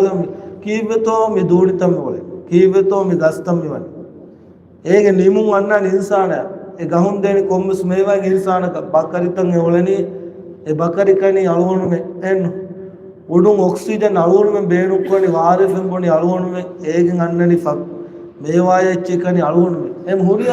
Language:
Divehi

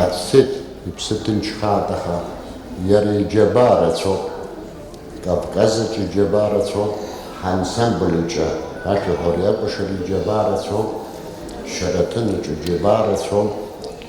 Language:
Abkhazian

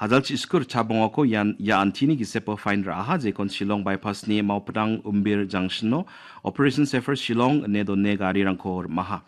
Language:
Garo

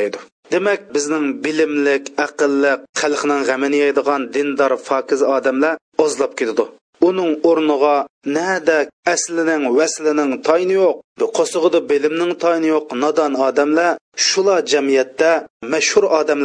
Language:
Uyghur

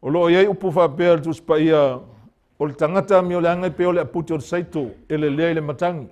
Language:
Samoan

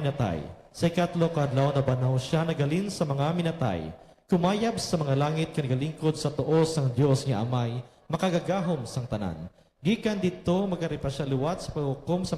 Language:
Hiligaynon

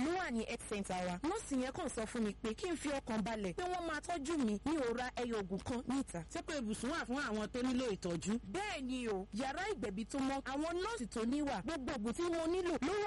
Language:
Yoruba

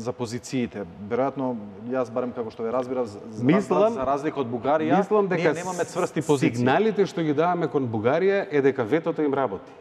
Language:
Macedonian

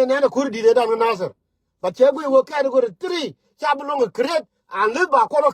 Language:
Nuer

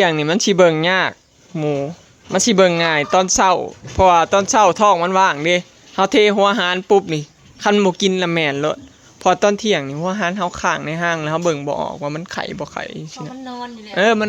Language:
Northeastern Thai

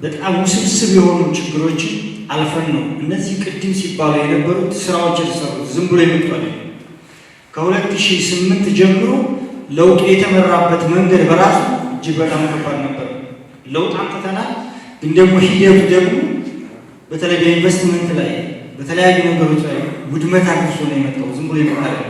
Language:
Amharic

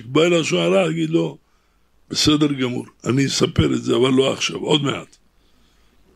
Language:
Hebrew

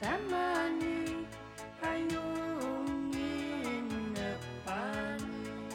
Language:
Kalaallisut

